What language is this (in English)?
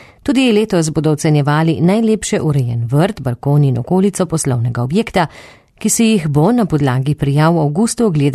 Slovenian